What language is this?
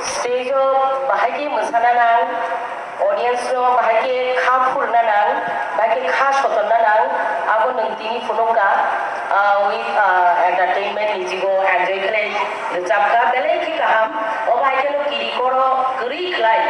Kok Borok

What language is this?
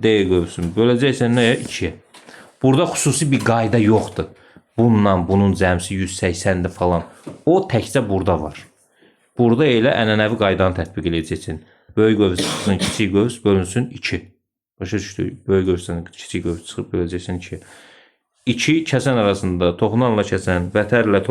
Azerbaijani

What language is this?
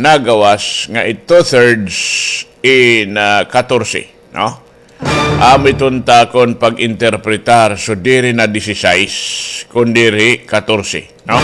Waray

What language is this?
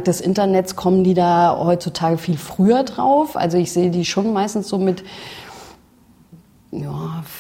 German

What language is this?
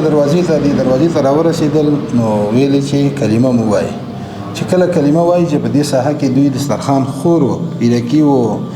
Pashto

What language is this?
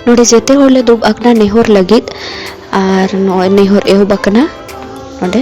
Santali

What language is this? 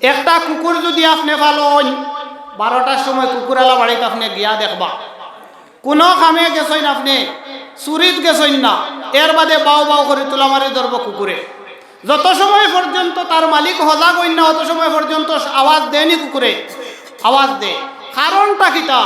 Sylheti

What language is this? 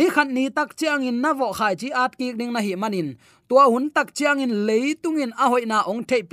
Tedim Chin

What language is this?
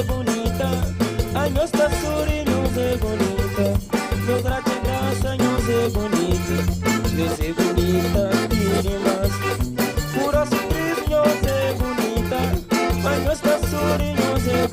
Kabuverdianu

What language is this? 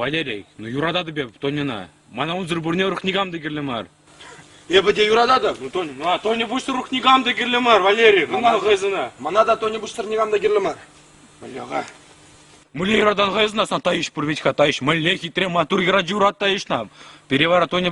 Chuvash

